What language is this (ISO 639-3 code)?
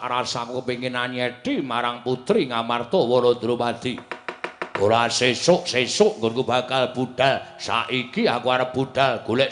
jav